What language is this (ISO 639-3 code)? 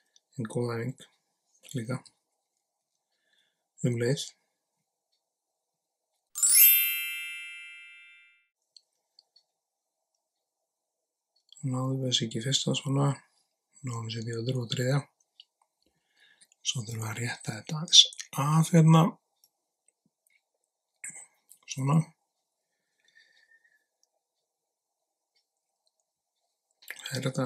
isl